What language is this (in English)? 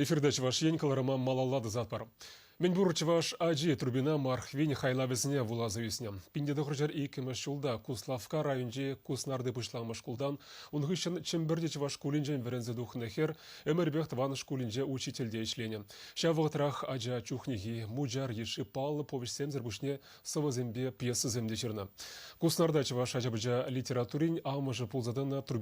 Chuvash